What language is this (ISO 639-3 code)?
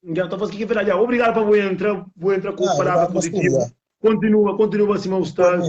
kea